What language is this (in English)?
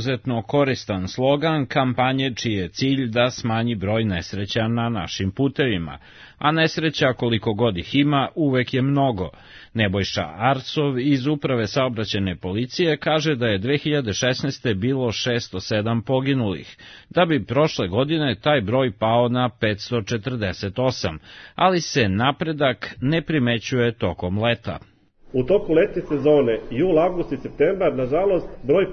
Serbian